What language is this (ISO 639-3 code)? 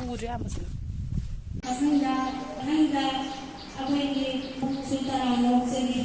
mni